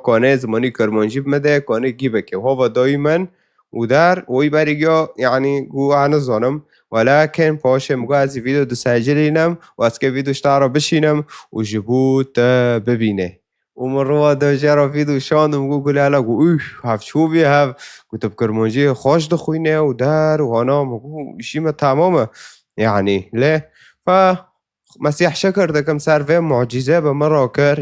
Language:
Kurdish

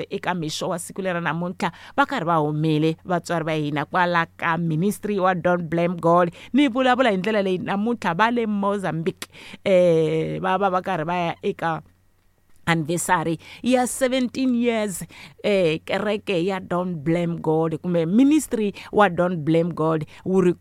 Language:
Tsonga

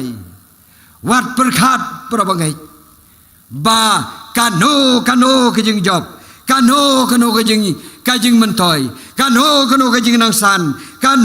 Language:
Khasi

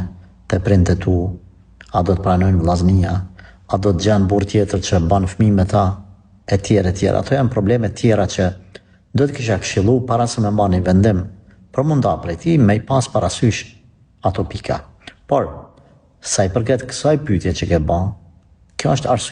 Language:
Albanian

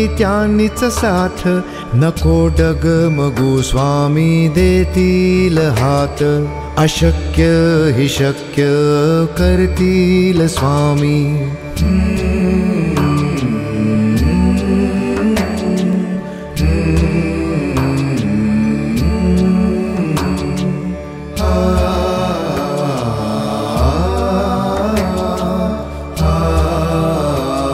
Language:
Marathi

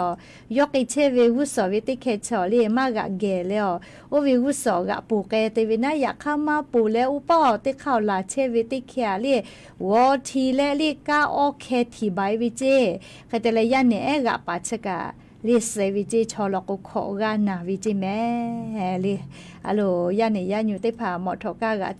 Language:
Lahu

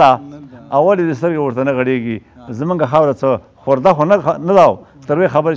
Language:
Pashto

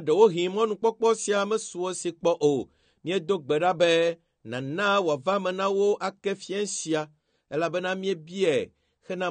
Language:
Ewe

